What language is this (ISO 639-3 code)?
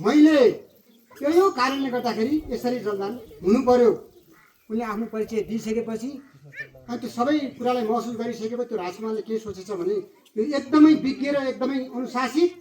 nep